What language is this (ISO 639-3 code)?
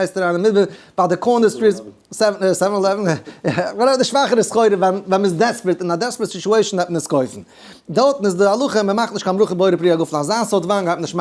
yid